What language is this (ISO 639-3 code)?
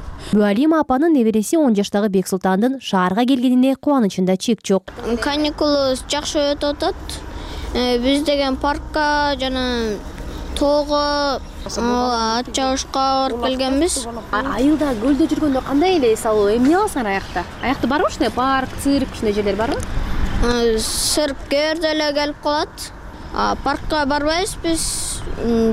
kir